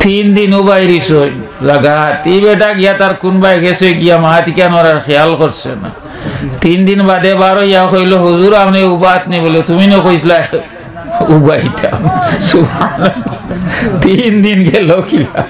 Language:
Sylheti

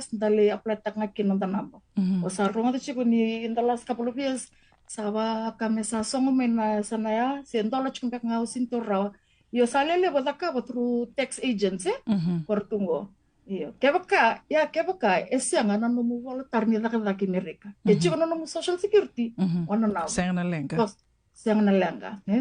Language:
Fijian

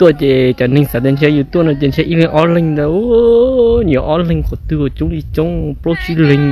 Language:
Hmong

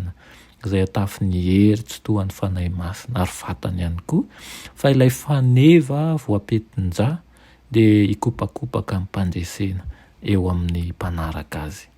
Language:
Malagasy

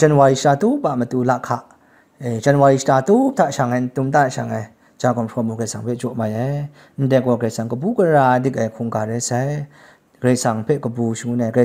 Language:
Kachin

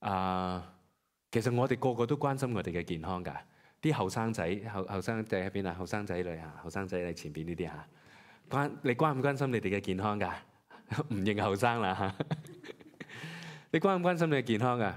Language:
Cantonese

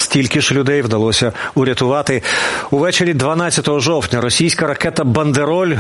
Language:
Ukrainian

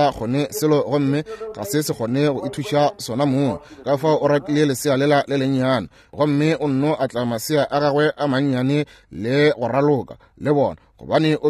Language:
Northern Sotho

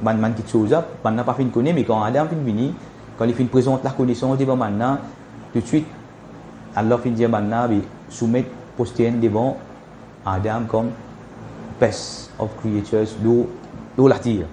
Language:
Morisyen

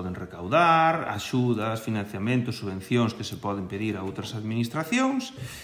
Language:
Galician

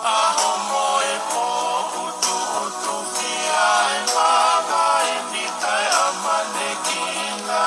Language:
Tongan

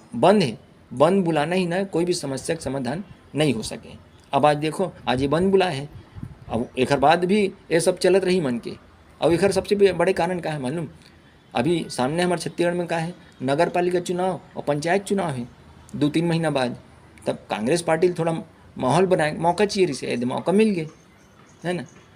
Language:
Chhattisgarhi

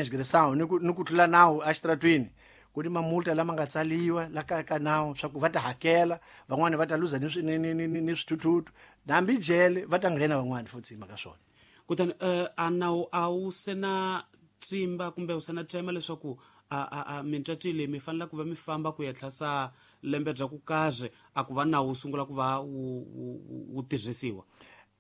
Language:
Tsonga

